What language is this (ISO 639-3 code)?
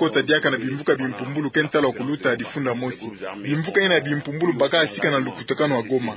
ktu